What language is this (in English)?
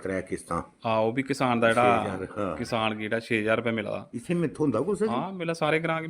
Dogri